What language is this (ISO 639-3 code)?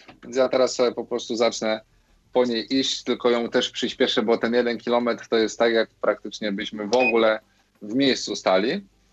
pol